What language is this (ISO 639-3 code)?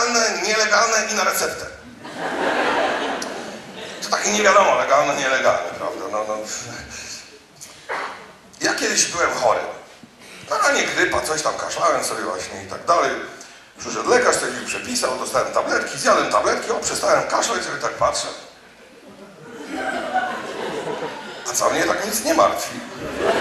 pol